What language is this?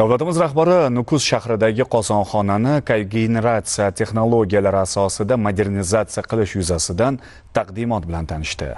Uzbek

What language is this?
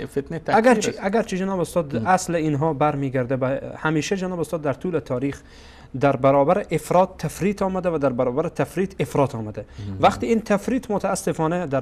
Persian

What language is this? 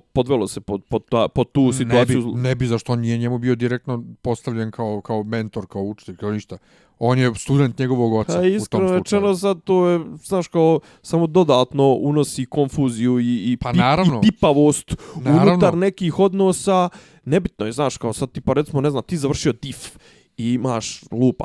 Bosnian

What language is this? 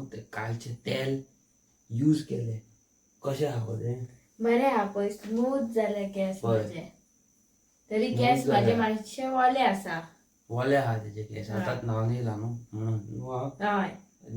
Konkani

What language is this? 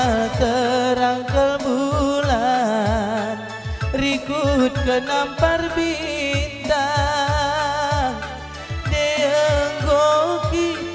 Batak Karo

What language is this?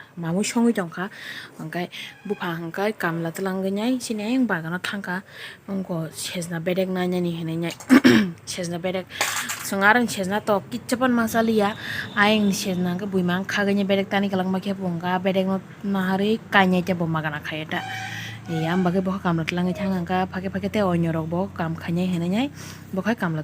Kok Borok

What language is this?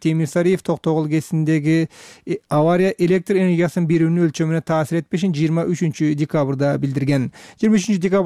Kyrgyz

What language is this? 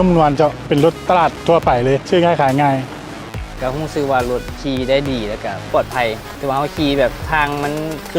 Lao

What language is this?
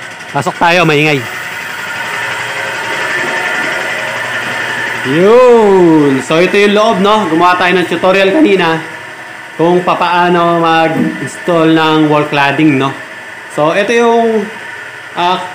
Filipino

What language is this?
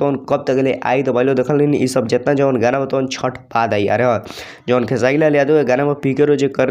Bhojpuri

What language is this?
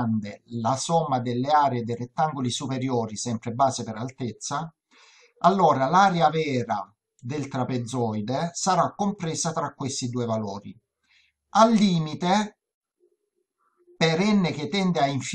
Italian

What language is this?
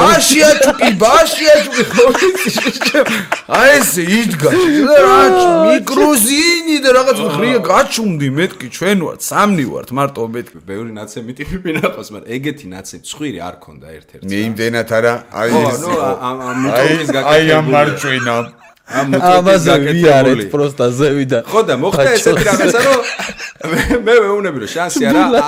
Georgian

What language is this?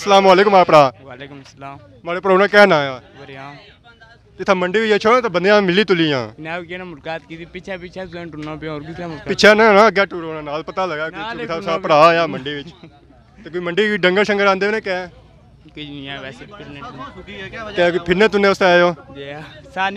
Pahari-Potwari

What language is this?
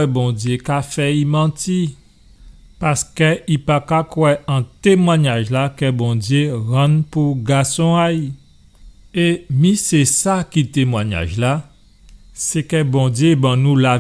Guadeloupean Creole French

